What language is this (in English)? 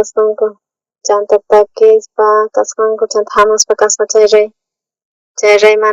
South Bolivian Quechua